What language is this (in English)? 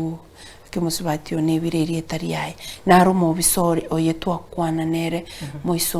Gusii